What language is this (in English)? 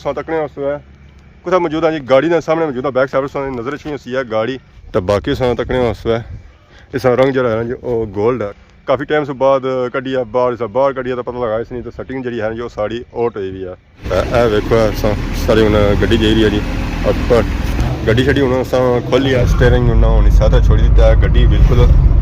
Pahari-Potwari